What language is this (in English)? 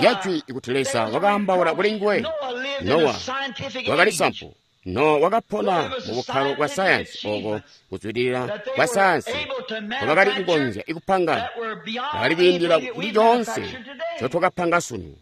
Tonga (Zambia)